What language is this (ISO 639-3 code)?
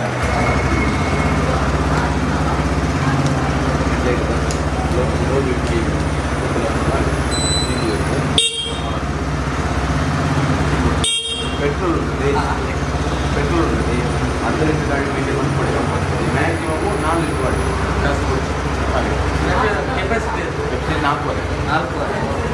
kan